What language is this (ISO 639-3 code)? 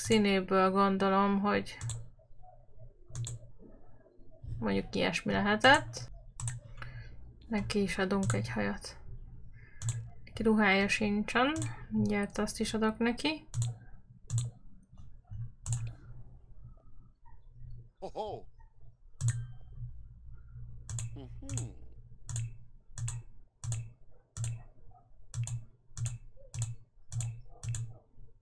hun